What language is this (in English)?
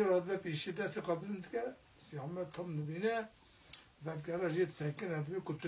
Kurdish